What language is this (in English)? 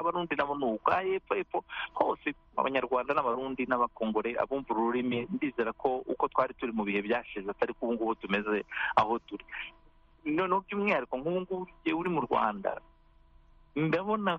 Kinyarwanda